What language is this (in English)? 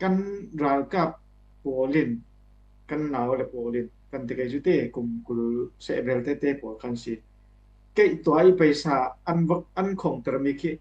Falam Chin